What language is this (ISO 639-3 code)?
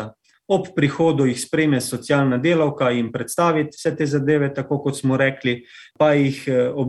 slv